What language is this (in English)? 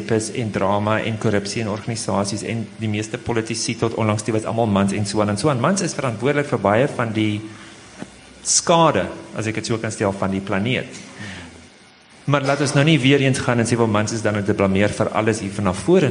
Afrikaans